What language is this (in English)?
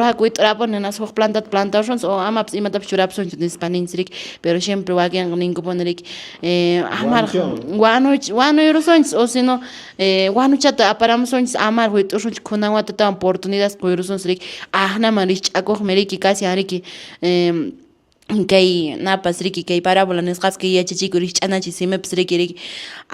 Quechua